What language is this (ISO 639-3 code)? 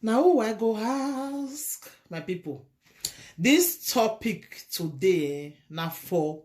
pcm